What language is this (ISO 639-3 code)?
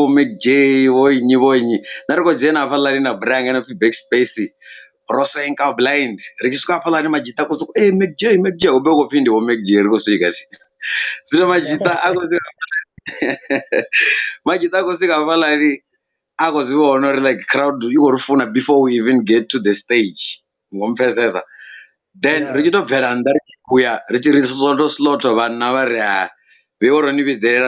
ven